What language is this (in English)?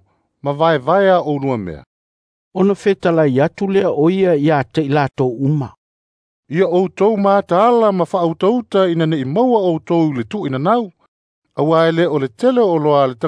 Samoan